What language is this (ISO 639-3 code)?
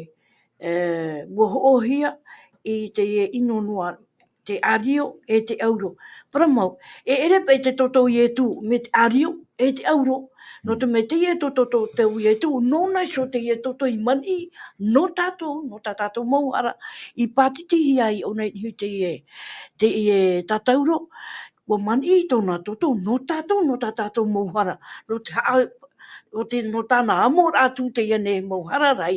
tah